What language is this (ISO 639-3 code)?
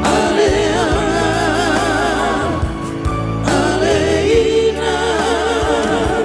bbc